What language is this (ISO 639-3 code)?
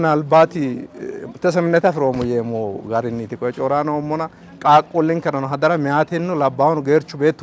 sid